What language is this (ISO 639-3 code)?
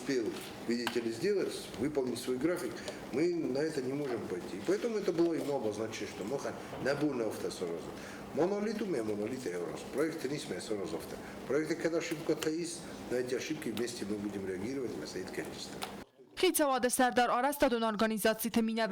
oss